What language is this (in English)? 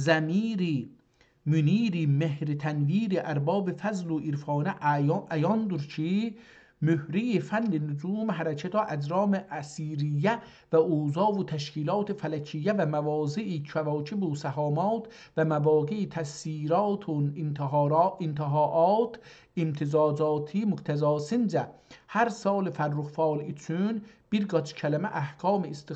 South Azerbaijani